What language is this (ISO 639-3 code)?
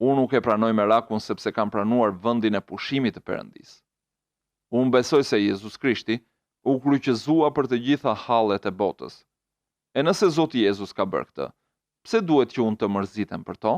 sqi